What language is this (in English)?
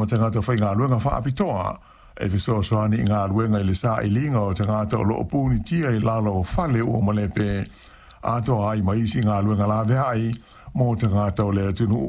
Samoan